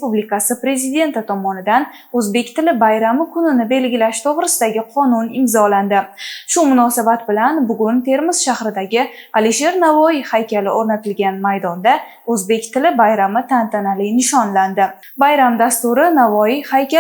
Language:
Uzbek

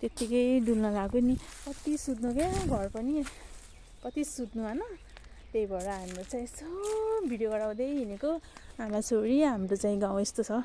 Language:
Nepali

